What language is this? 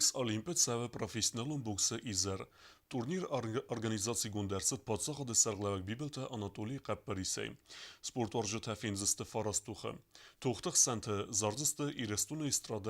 Ossetic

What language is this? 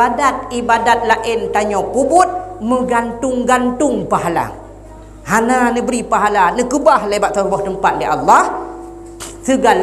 Achinese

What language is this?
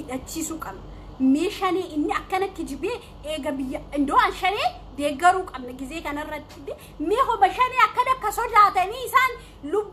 Oromo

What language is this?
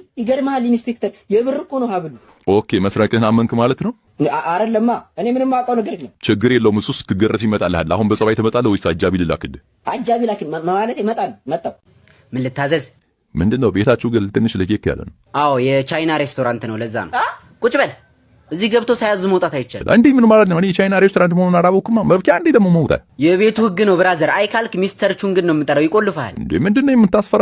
Amharic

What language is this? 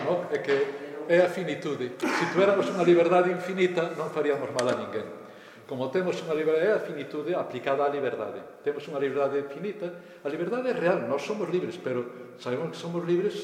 Galician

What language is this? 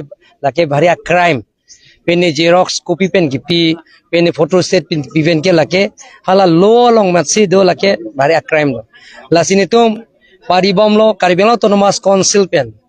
Karbi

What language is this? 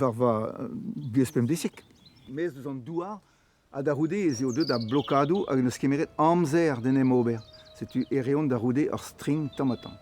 Breton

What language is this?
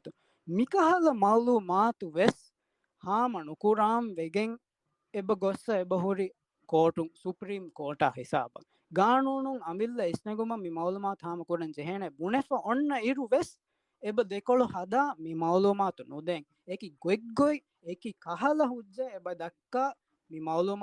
Divehi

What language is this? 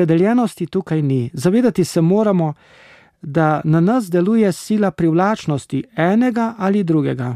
Slovenian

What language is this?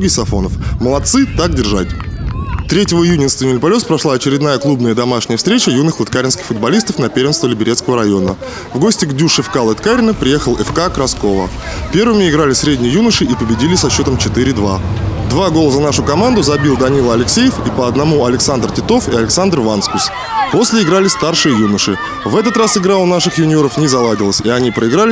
Russian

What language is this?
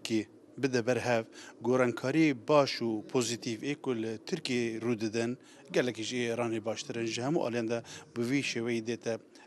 Kurdish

